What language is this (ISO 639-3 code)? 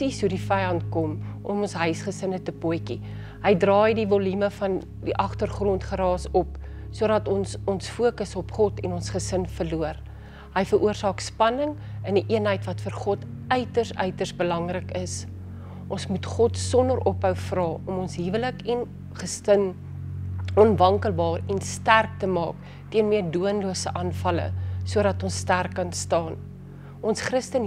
afr